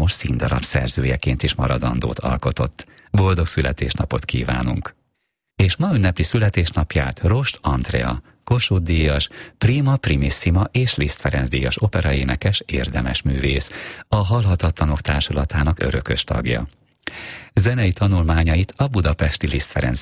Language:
Hungarian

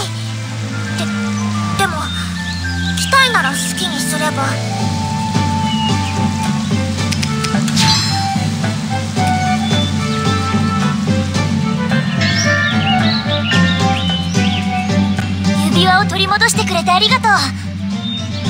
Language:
Japanese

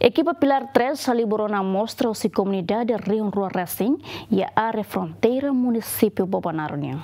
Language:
Tetum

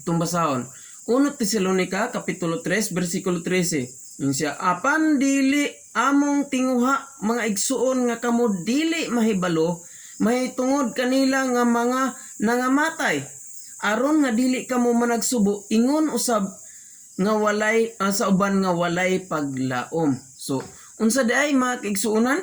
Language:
Cebuano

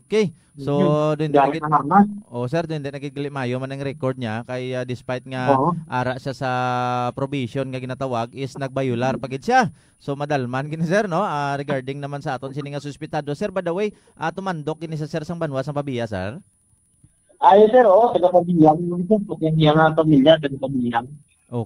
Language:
Hiligaynon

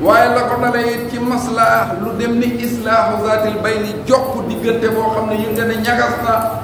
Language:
Wolof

